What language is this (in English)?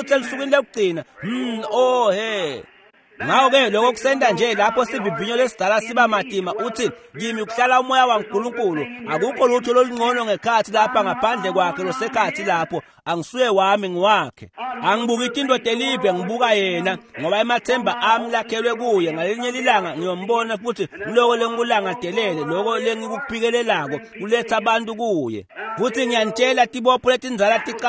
Swati